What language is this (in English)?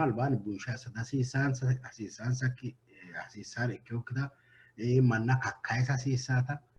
Sidamo